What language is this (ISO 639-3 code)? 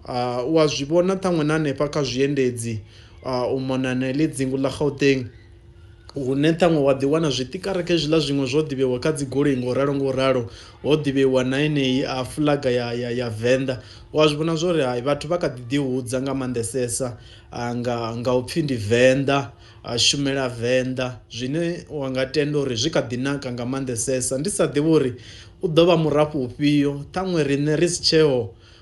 ven